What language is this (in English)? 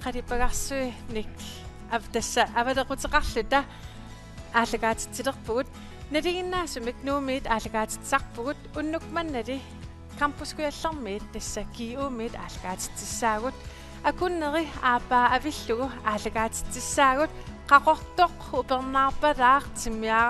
Kalaallisut